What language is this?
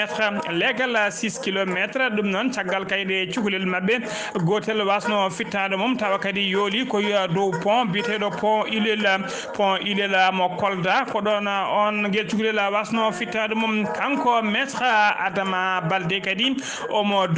Fula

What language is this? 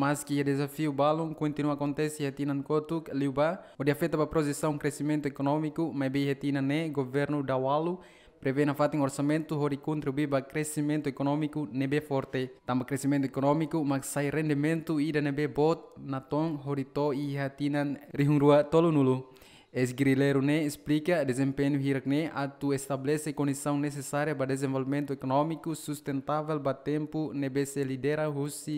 Tetum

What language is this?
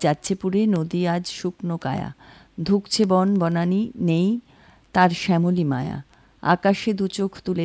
Bangla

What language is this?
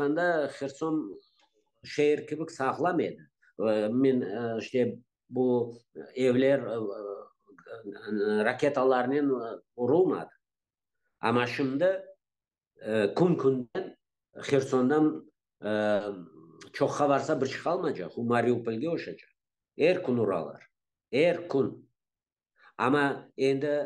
Crimean Tatar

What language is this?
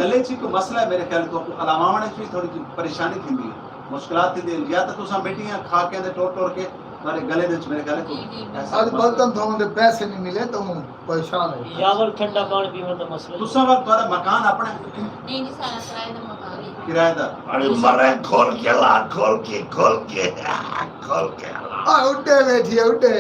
Saraiki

